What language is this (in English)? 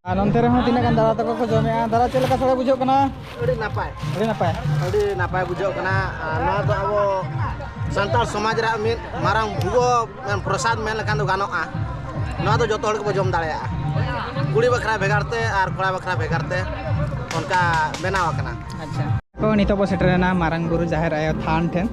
Santali